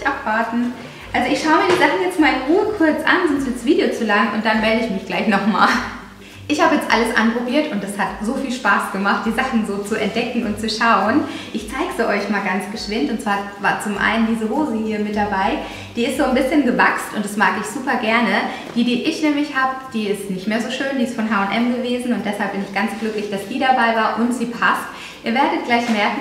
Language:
German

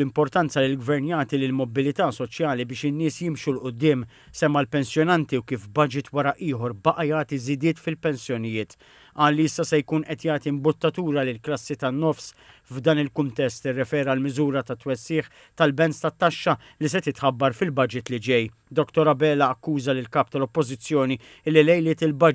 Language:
Maltese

